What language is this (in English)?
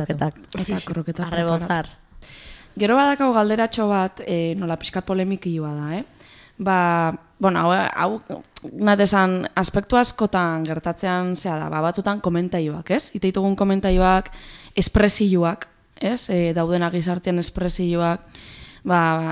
Basque